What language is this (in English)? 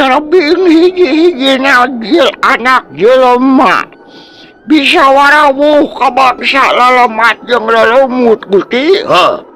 Sundanese